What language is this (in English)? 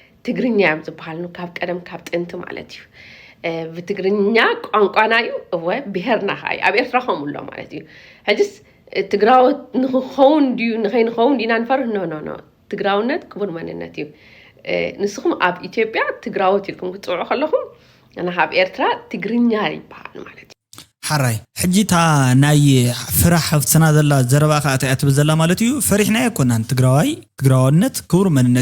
Tigrinya